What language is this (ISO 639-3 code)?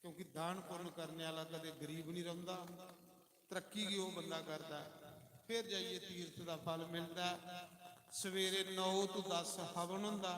doi